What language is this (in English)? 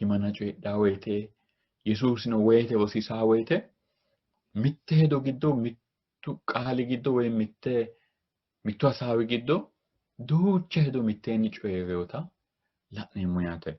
Sidamo